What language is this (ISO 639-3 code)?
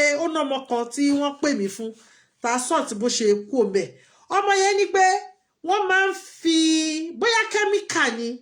yor